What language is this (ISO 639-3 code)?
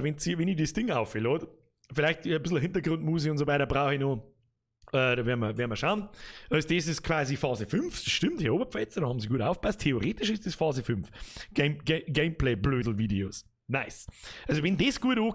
bar